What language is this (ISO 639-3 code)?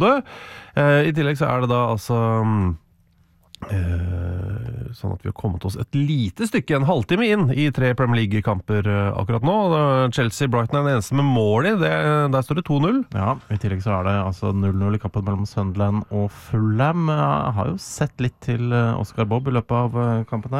nor